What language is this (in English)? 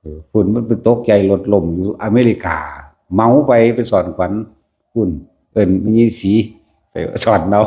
Northeastern Thai